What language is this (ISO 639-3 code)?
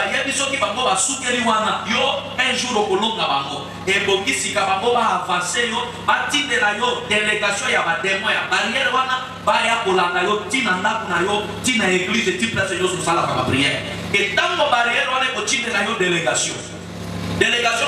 lin